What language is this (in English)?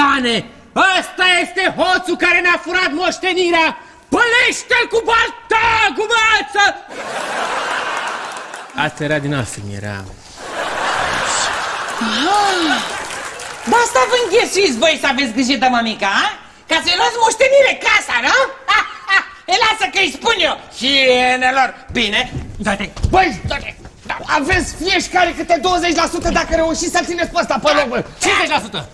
Romanian